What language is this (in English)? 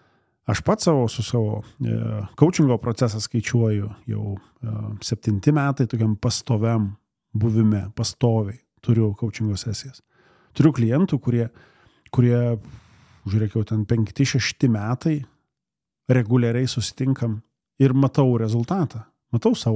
Lithuanian